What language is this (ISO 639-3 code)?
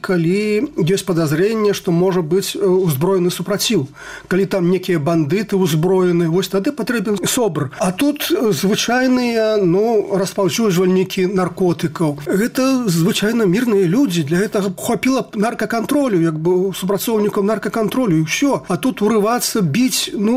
bel